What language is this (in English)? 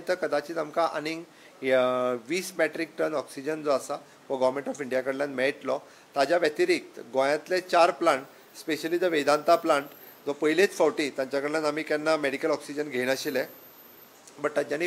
Konkani